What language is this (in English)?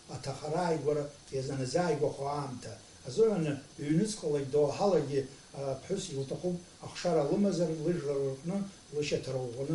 Abkhazian